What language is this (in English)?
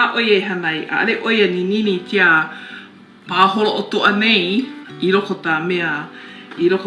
Hawaiian